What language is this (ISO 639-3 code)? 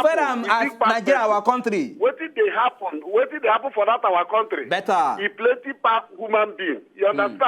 pcm